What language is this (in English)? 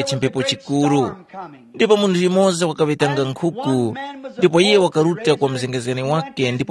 Tumbuka